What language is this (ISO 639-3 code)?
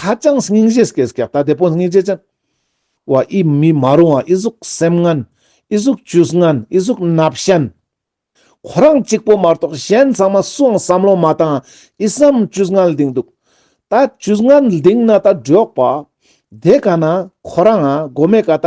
lbj